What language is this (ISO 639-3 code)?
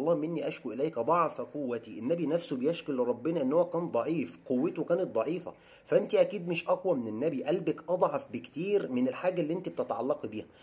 arz